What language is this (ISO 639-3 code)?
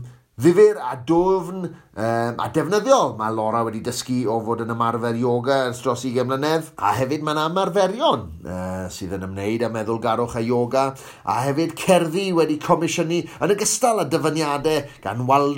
cym